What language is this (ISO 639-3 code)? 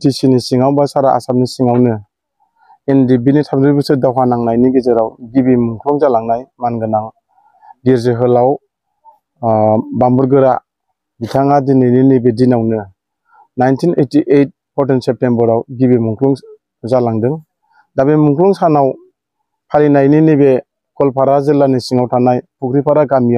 brx